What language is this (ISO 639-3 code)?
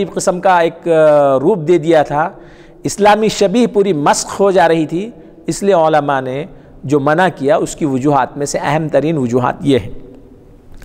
urd